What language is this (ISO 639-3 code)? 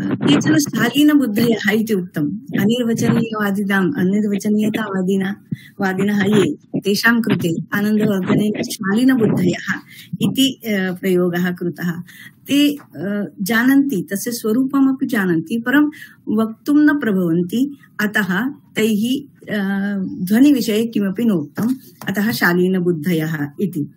san